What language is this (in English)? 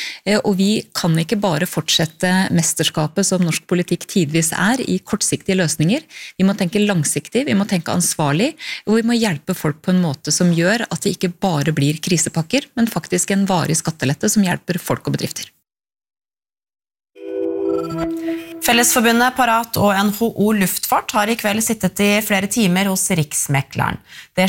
Norwegian